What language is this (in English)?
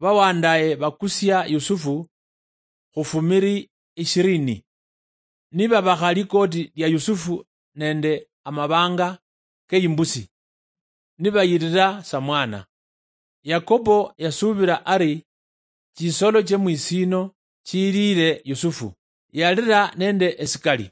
Luyia